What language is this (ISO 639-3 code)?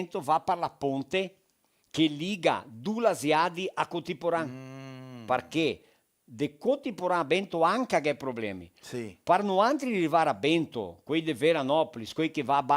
vec